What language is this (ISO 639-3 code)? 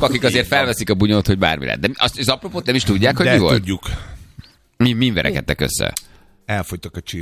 hun